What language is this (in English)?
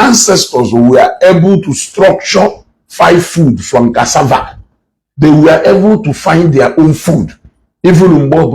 Igbo